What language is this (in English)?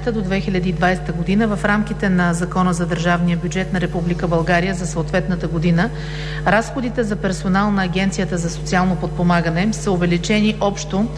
Bulgarian